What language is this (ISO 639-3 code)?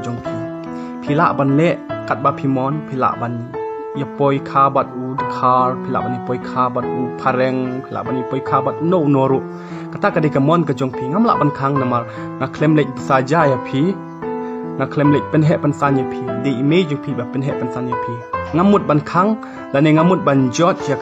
kha